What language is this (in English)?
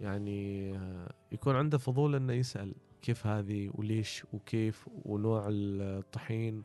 Gulf Arabic